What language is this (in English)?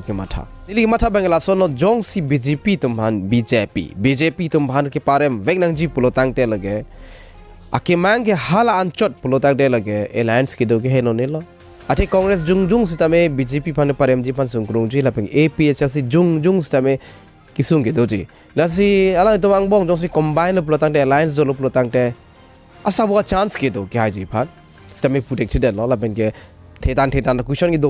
Karbi